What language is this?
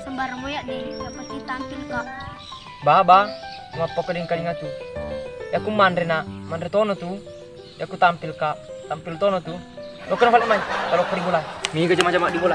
Buginese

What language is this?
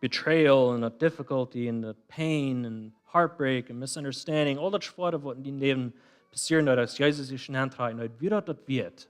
Plautdietsch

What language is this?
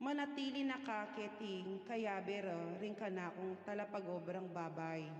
Pampanga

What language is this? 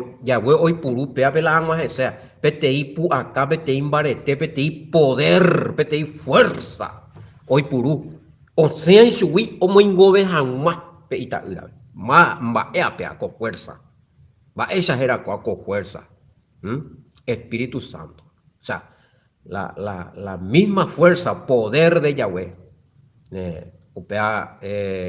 Guarani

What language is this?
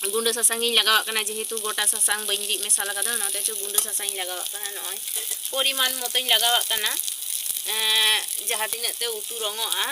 Santali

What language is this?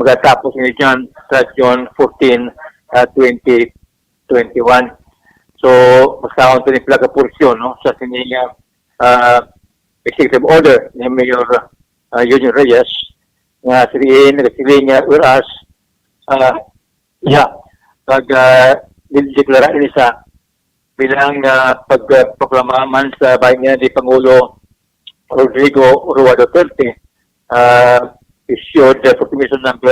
Hiligaynon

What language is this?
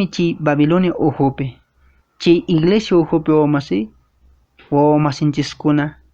Quechua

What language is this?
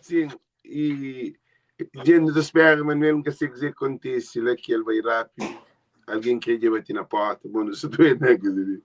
Kabuverdianu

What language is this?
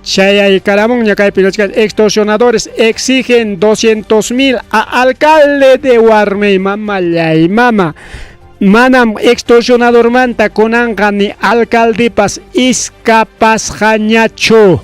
Ayacucho Quechua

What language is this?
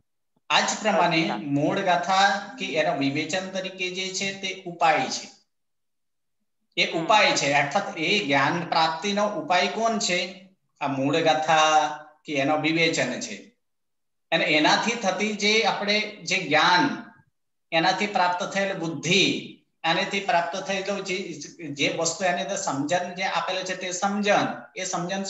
Gujarati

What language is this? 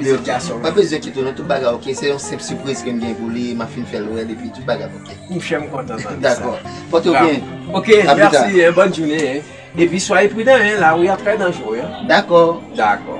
Haitian Creole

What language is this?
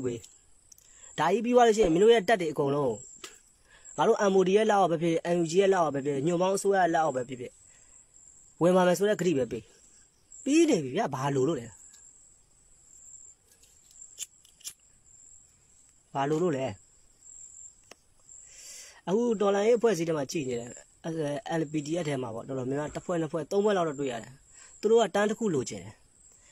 Burmese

